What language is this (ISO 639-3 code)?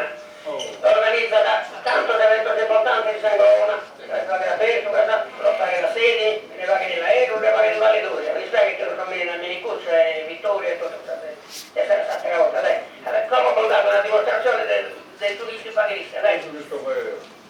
srd